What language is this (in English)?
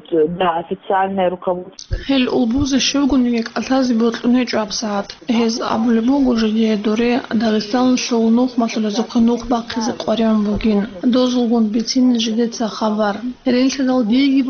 Avaric